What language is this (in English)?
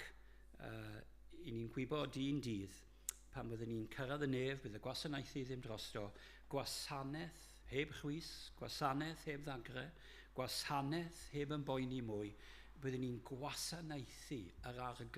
Welsh